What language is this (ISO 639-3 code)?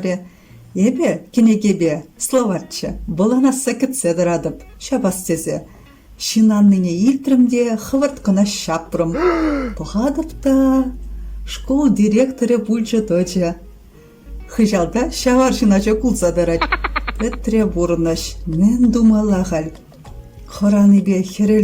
chv